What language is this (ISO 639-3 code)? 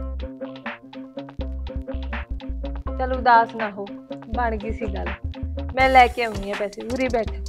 pan